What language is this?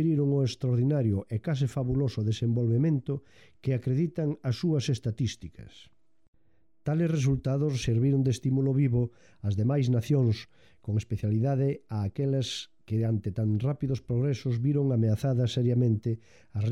Galician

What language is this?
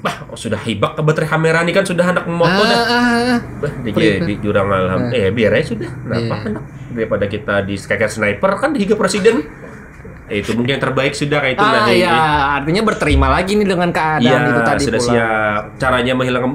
Banjar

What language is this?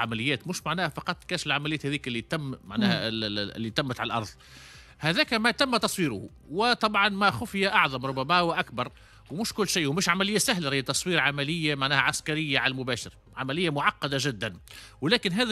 Tunisian Arabic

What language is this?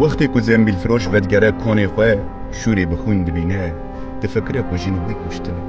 Kurdish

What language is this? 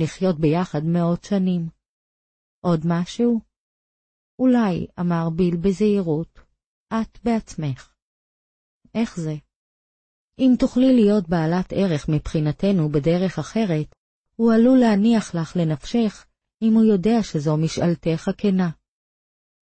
Hebrew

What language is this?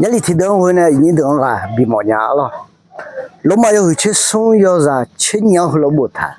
Akha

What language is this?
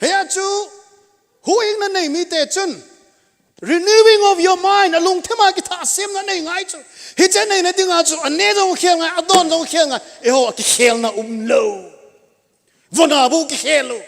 Thado Chin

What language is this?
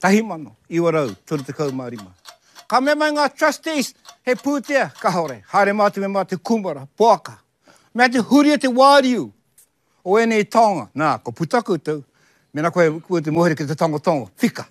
Māori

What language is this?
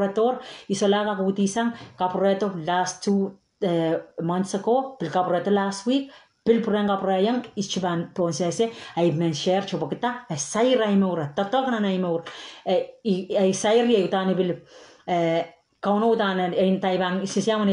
Pohnpeian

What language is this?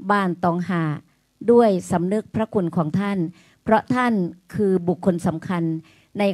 Thai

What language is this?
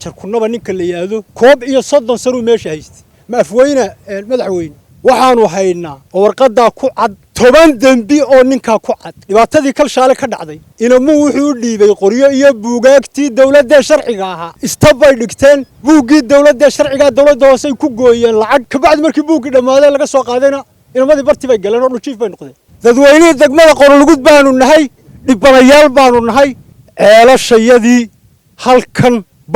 Somali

